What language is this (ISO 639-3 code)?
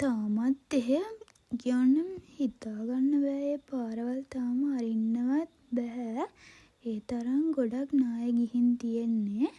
sin